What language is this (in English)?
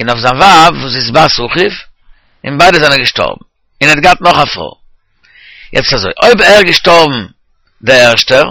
Yiddish